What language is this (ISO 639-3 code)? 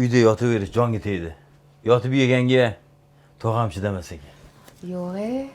uzb